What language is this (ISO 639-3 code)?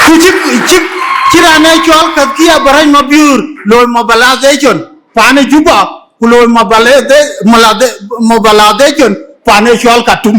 din